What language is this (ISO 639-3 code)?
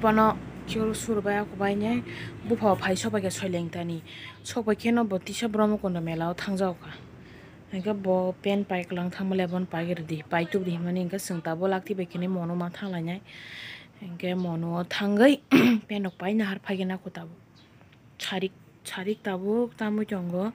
trp